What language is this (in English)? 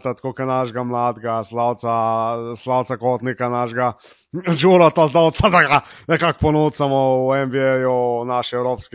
Slovenian